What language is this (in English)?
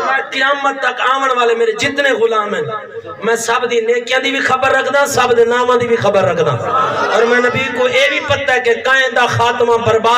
Saraiki